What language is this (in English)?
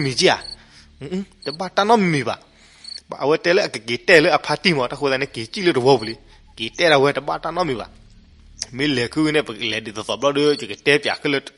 S'gaw Karen